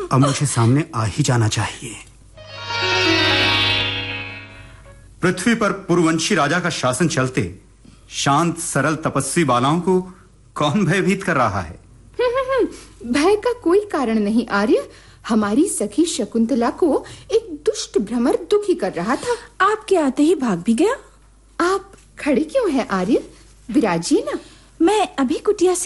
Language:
Hindi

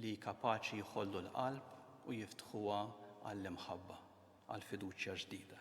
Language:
Maltese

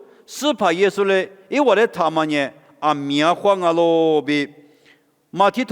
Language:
Lisu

